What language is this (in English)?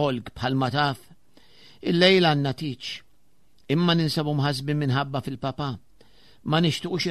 Maltese